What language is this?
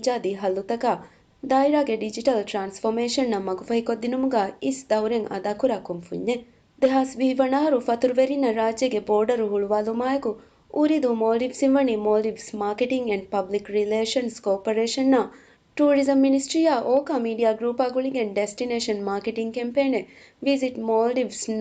Divehi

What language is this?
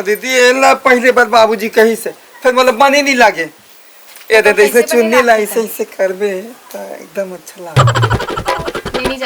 Chhattisgarhi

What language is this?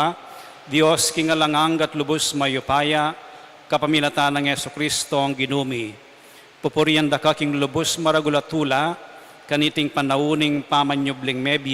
Pampanga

